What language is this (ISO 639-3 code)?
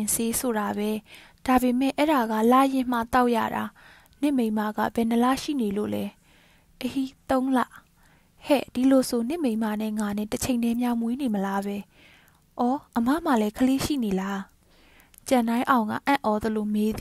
mya